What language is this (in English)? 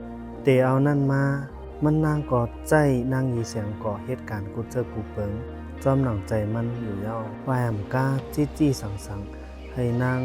Shan